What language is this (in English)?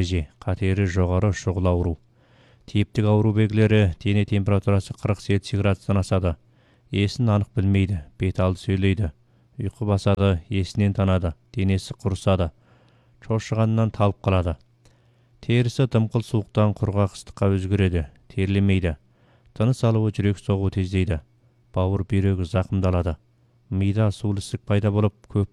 Kazakh